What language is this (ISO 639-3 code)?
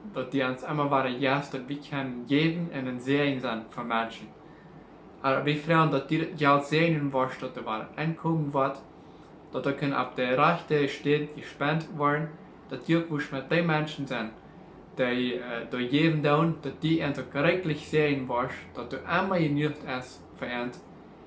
pdt